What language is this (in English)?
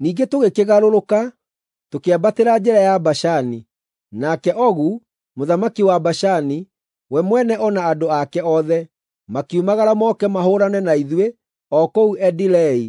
Kikuyu